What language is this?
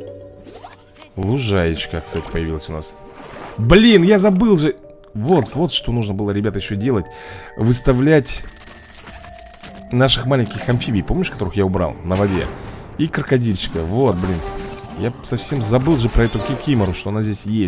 Russian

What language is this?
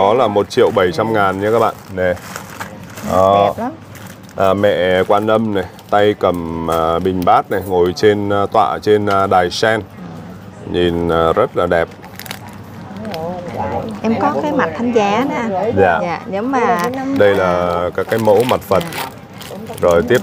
Vietnamese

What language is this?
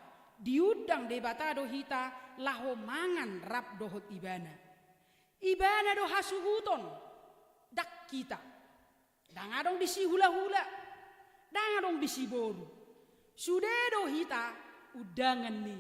Batak Toba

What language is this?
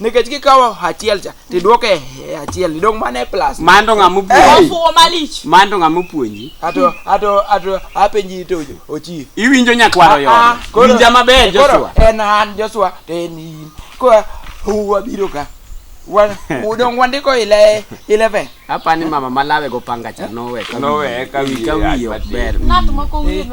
Luo (Kenya and Tanzania)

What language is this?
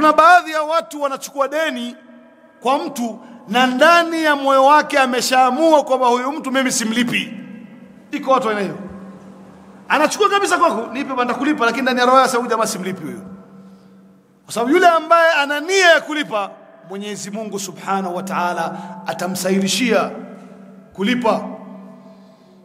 Swahili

